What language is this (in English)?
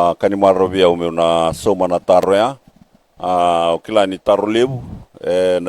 Fijian